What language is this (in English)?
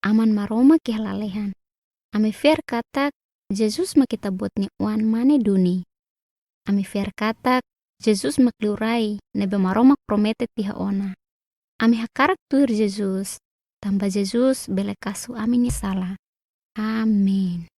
Tetum